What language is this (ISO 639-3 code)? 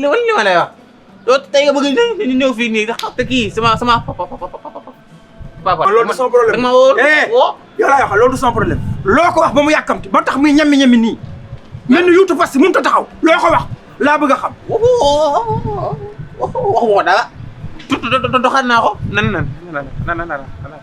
wol